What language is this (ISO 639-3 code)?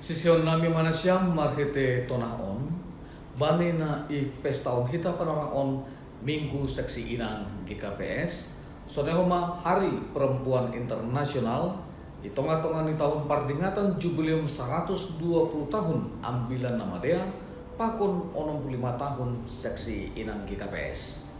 bts